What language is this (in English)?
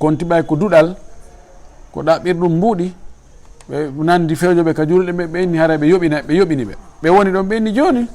Fula